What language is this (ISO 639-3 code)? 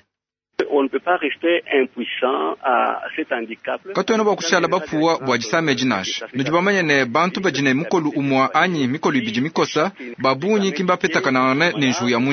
lua